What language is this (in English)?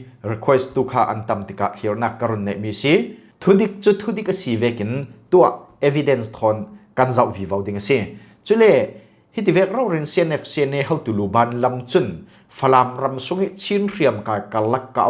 Falam Chin